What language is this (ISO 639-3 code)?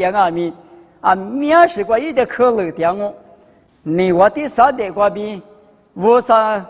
lis